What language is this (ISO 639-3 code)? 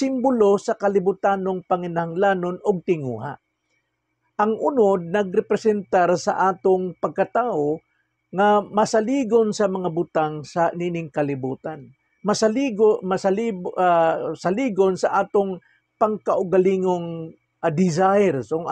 ceb